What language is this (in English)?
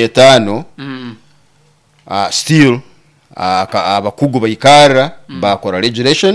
Nyoro